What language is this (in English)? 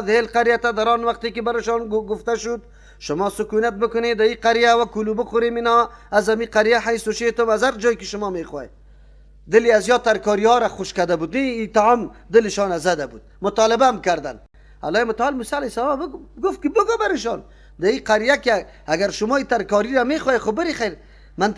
Persian